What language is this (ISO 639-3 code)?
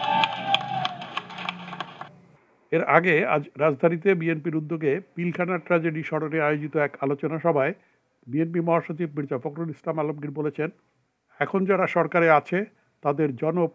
ben